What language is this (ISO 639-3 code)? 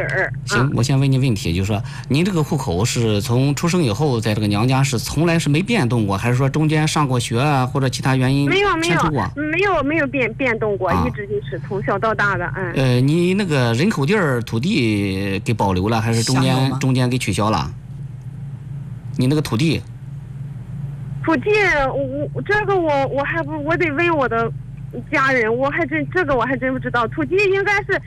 zho